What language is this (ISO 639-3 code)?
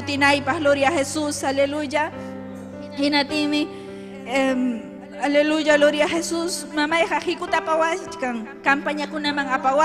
quy